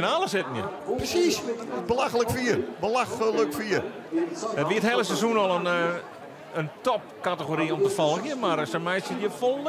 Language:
Western Frisian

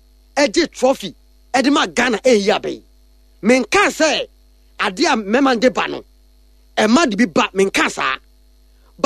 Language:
Akan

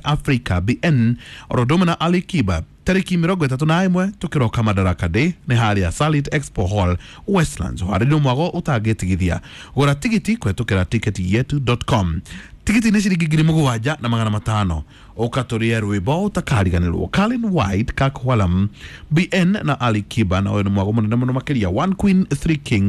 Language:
Kikuyu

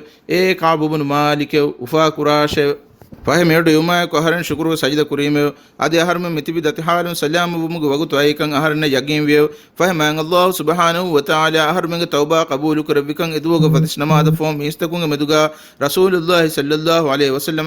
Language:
Divehi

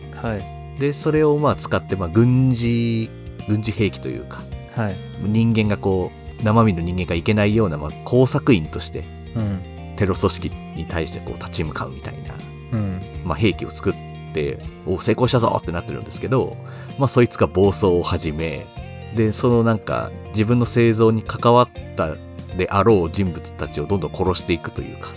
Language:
Japanese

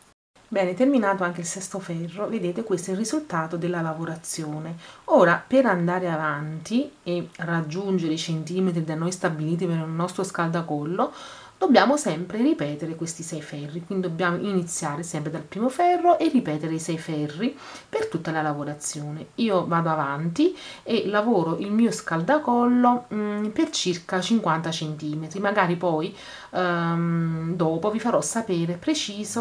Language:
Italian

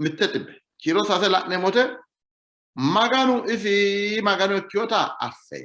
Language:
Sidamo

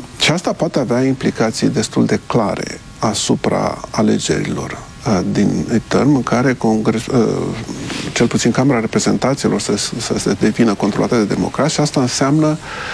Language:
Romanian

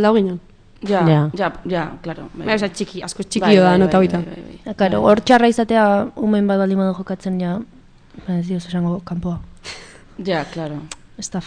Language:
Basque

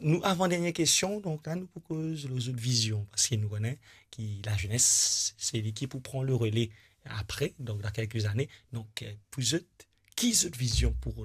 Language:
Morisyen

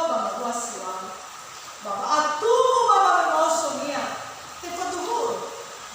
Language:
Nias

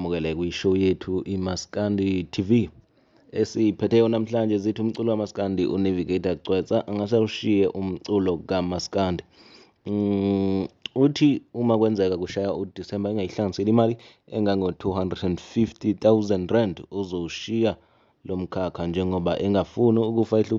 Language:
Zulu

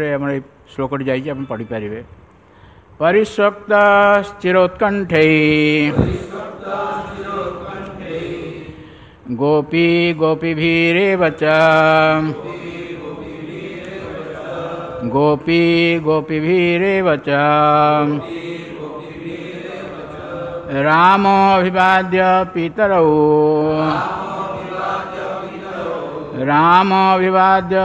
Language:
Odia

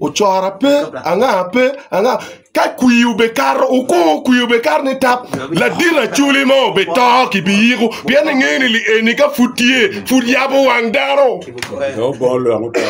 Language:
Acoli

